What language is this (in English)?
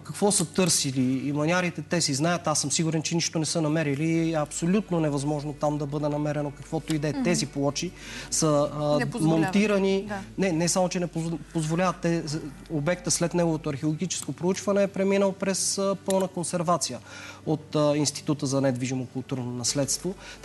Bulgarian